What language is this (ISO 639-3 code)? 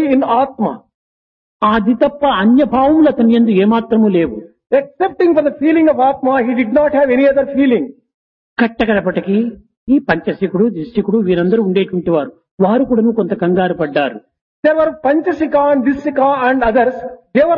tel